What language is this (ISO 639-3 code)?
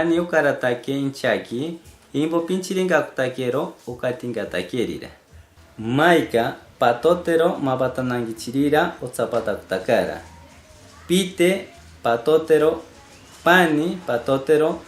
mcb